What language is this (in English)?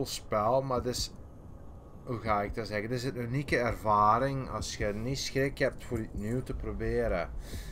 Dutch